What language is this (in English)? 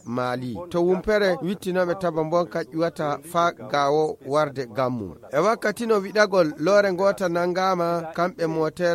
Nigerian Fulfulde